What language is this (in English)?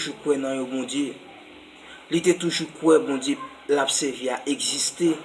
Haitian Creole